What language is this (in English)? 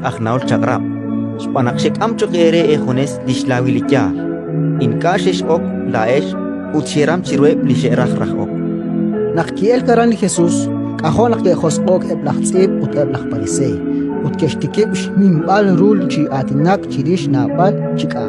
Kekchí